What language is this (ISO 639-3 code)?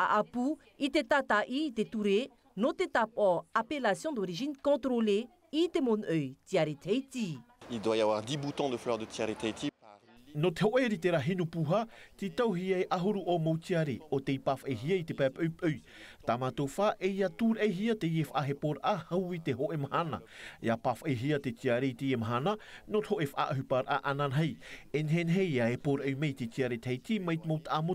tah